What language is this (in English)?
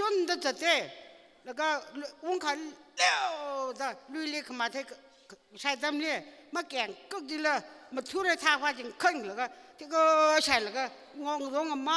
Tangkhul Naga (India)